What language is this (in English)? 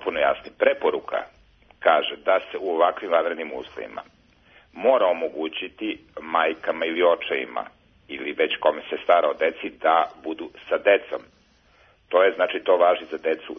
Serbian